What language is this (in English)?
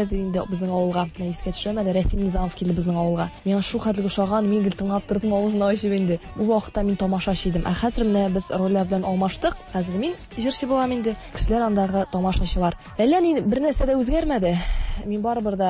Tatar